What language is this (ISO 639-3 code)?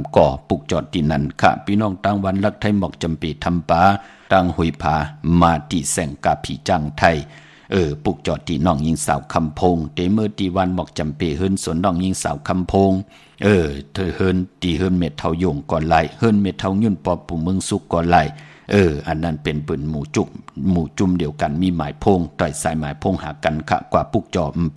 shn